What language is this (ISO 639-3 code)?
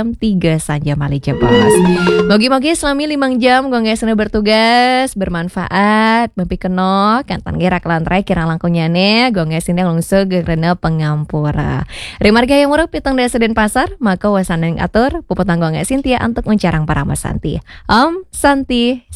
ban